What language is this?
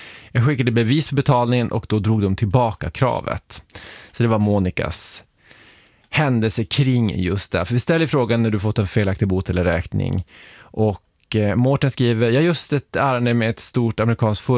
Swedish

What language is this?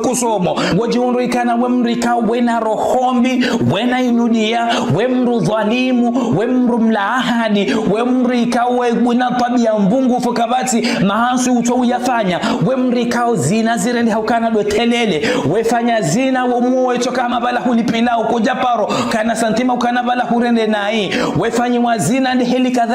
Ngazidja Comorian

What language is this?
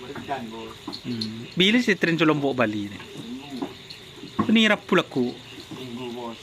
Madurese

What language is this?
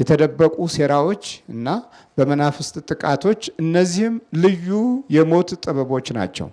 Amharic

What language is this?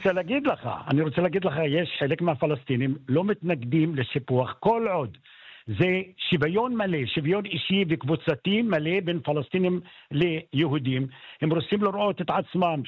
Hebrew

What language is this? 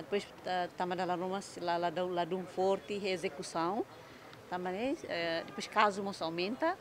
Tetum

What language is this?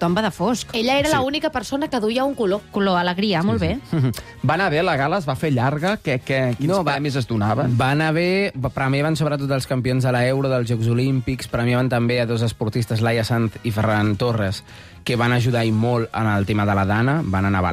Catalan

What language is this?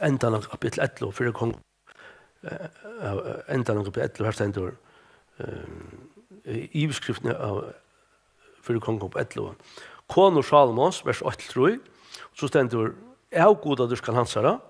Faroese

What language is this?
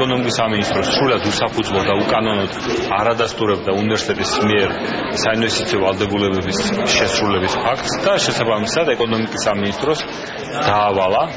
Georgian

